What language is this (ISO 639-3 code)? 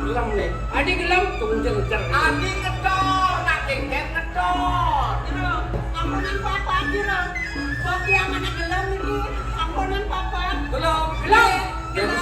ban